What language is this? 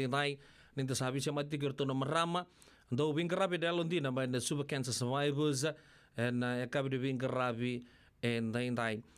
Fijian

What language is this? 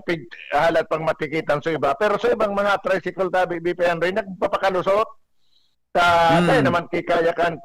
Bikol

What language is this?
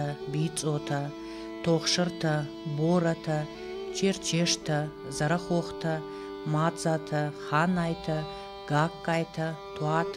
Ossetic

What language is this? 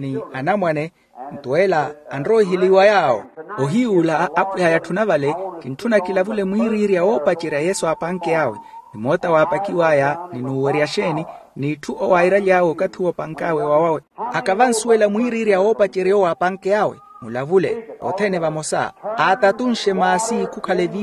Makhuwa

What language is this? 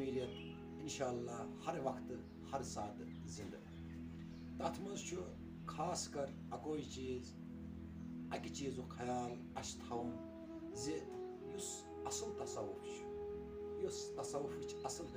Kashmiri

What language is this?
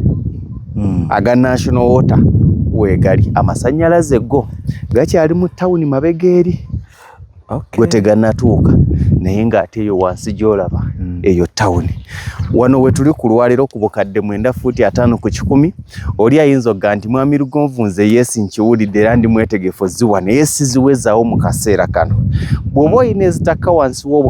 Ganda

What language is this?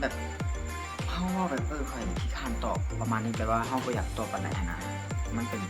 Lao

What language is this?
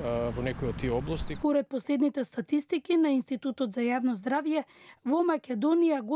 Macedonian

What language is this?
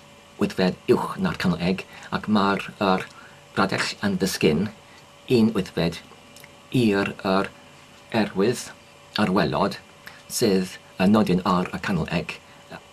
Welsh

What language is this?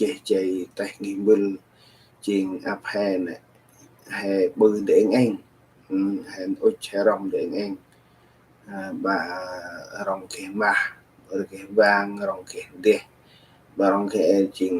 Central Mnong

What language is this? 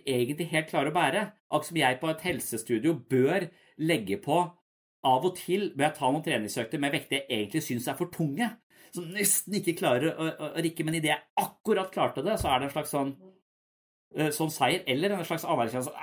Norwegian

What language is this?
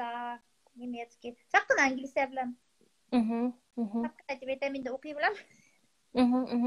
Bashkir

